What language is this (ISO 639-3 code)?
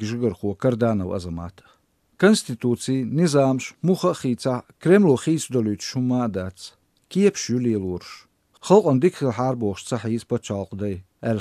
che